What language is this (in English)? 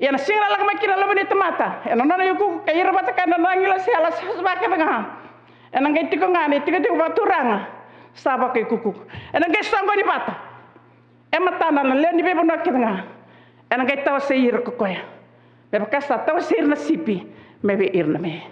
Fijian